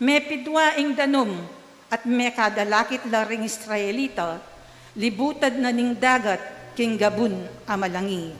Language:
Pampanga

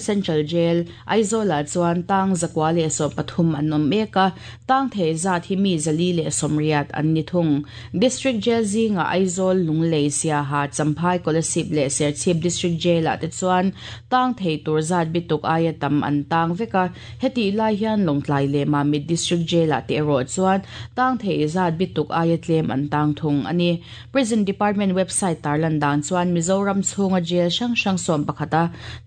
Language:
Mizo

